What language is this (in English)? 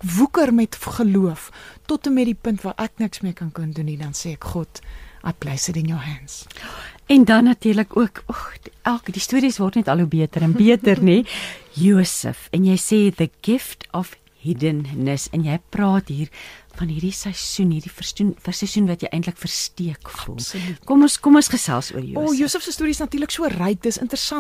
Afrikaans